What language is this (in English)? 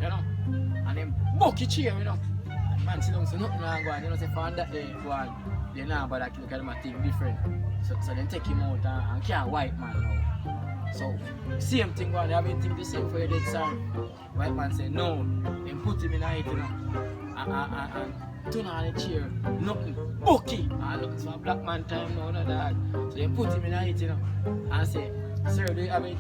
Jamaican Creole English